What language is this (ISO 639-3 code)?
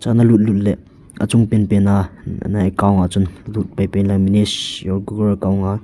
tcz